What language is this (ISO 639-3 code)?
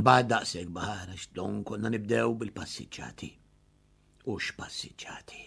mlt